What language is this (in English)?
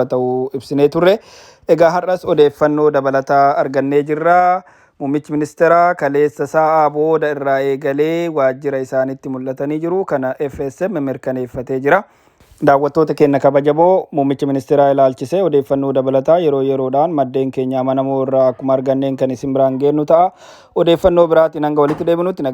Oromo